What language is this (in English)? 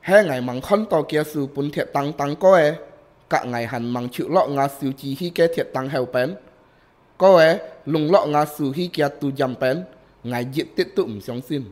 Hakka Chinese